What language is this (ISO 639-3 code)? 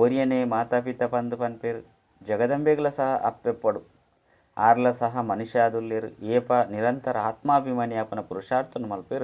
tcy